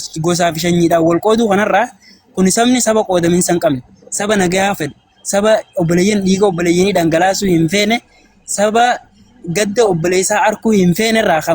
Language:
Oromo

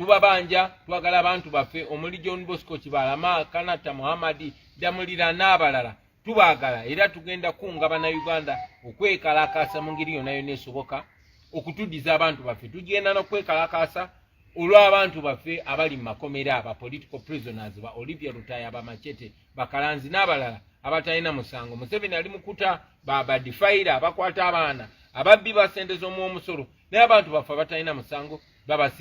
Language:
Ganda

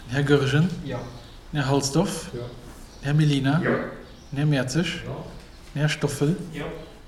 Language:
Luxembourgish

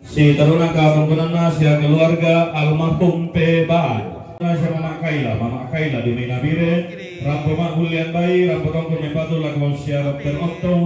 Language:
Toraja-Sa'dan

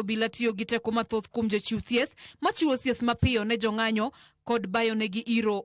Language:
Luo (Kenya and Tanzania)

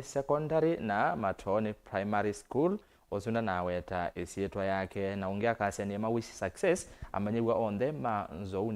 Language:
Kamba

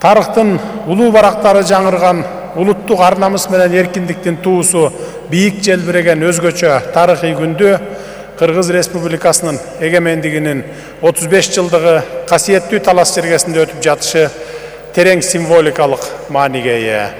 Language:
Kyrgyz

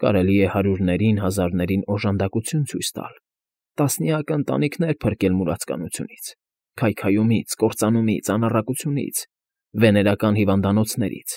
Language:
Armenian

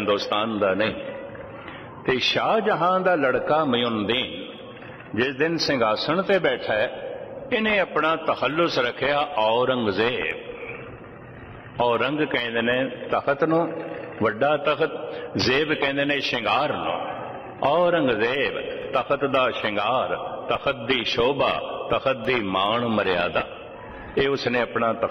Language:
Punjabi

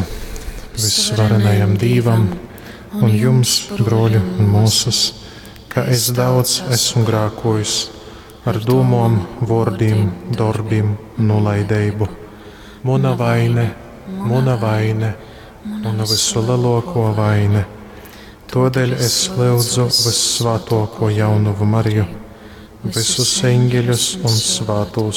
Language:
Latgalian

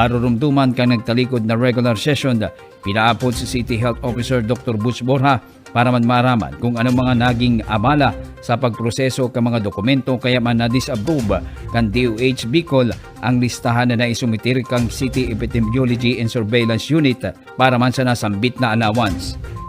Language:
Bikol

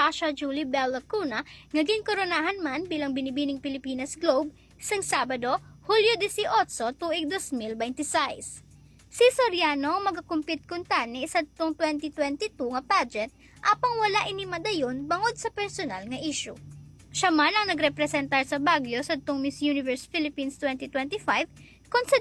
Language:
Hiligaynon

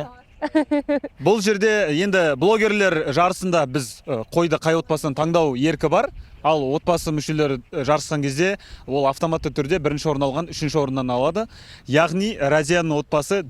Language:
Kazakh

